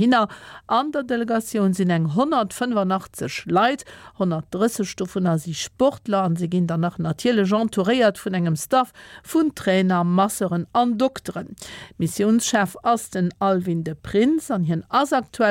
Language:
Luxembourgish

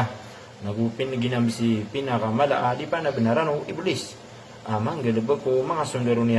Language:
Maranao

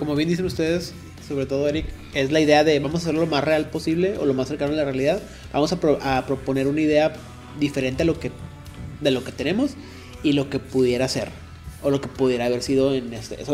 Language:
Spanish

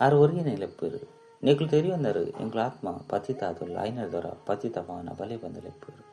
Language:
Tulu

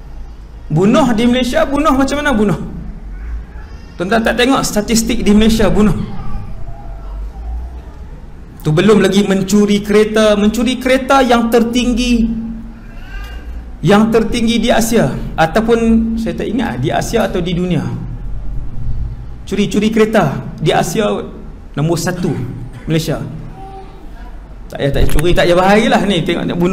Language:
Malay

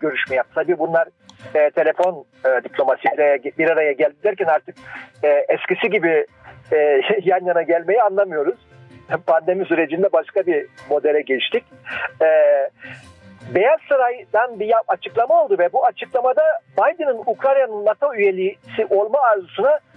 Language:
Turkish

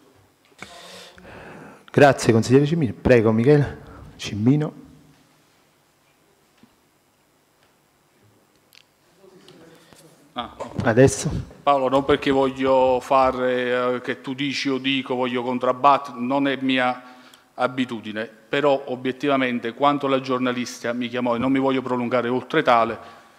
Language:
Italian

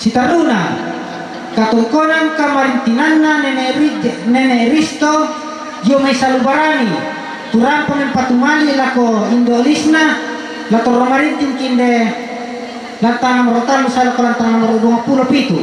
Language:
Toraja-Sa'dan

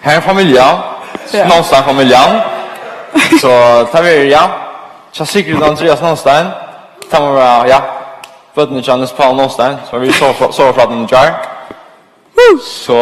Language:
Faroese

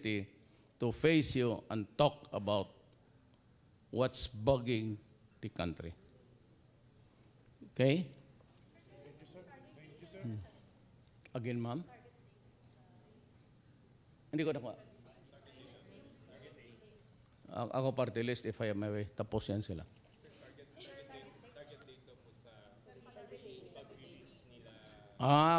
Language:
Filipino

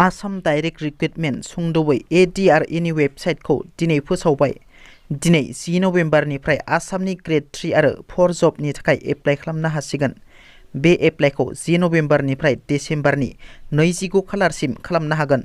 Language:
Bodo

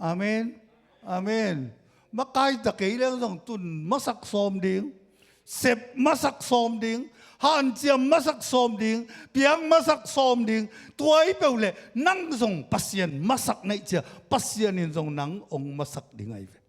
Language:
Tedim Chin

